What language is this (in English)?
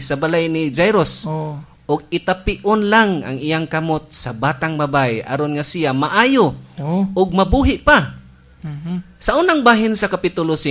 Cebuano